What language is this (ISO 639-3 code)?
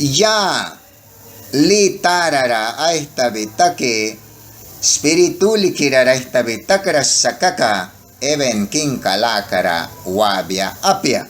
miq